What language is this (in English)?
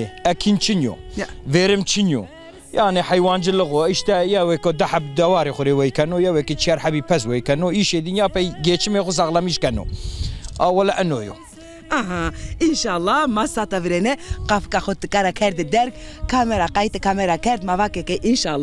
Zaza